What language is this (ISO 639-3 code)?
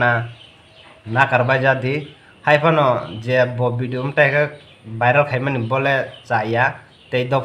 trp